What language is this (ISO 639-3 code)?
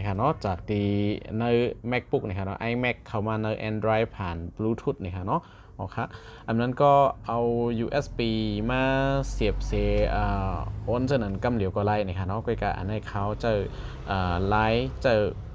shn